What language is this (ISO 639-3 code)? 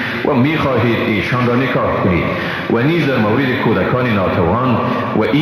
fas